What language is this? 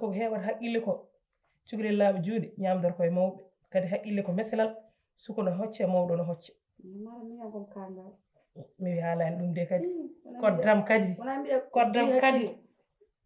Fula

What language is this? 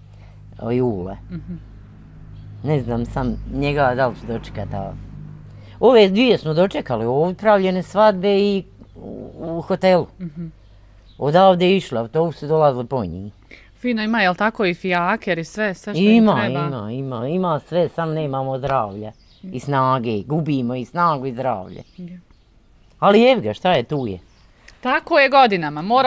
Bosnian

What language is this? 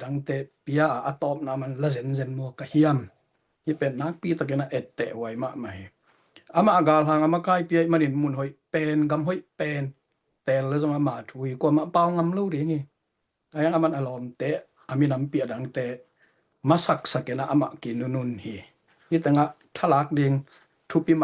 Tedim Chin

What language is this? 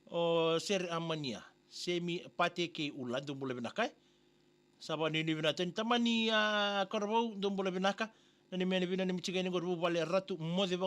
Fijian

